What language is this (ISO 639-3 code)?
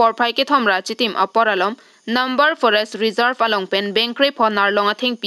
mjw